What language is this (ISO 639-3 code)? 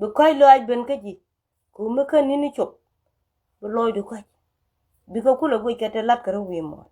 nus